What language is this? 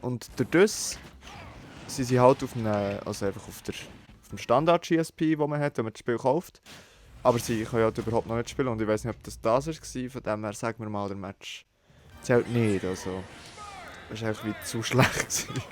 Swiss German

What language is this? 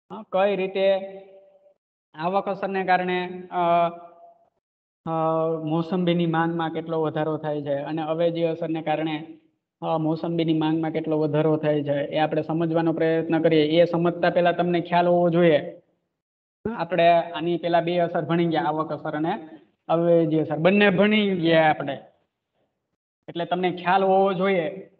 Gujarati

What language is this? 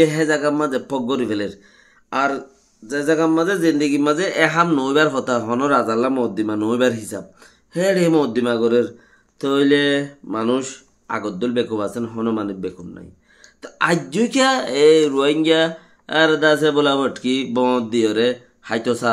Rohingya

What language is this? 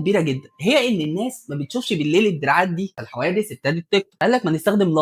Egyptian Arabic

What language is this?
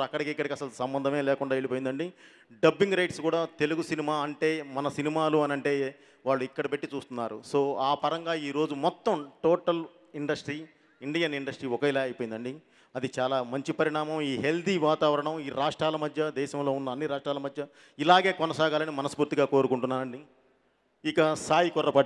Telugu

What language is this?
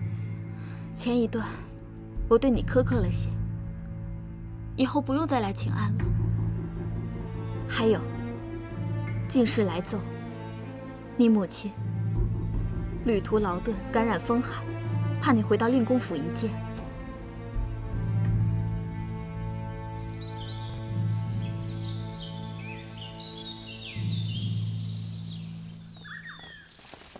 Chinese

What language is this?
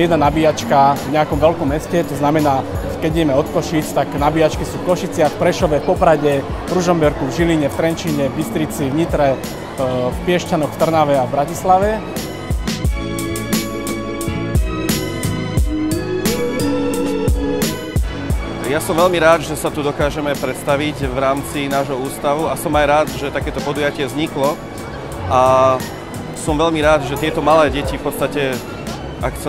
Slovak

